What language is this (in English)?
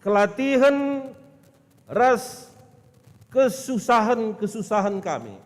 Batak Karo